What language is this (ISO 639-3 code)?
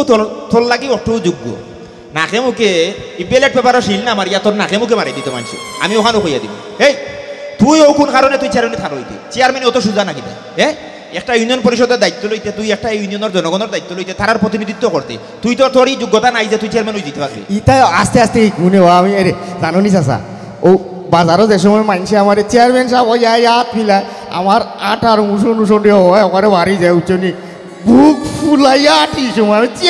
syl